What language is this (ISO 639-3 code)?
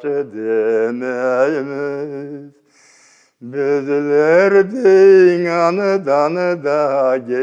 crh